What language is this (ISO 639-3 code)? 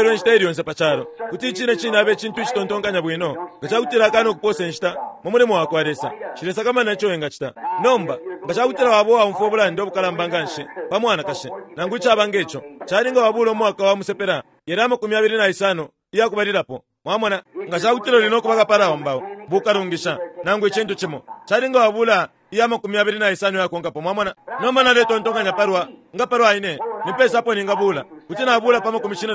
bem